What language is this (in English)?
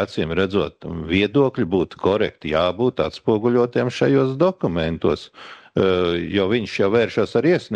Latvian